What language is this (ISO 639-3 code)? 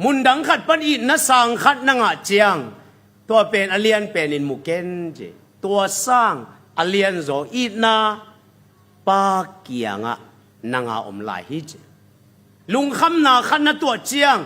ctd